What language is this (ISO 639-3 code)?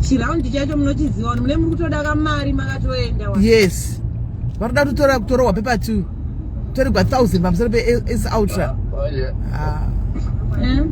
sna